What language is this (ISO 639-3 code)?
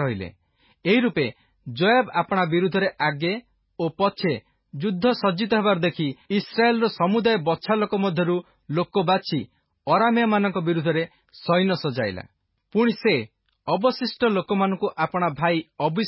ori